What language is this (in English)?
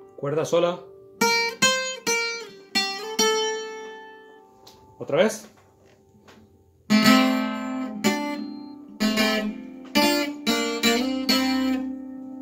Spanish